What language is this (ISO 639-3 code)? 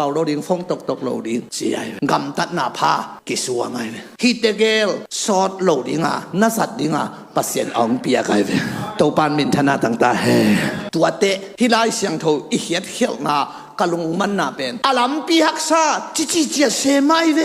ctd